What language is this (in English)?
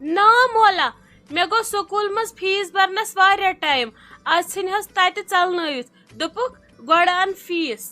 Kashmiri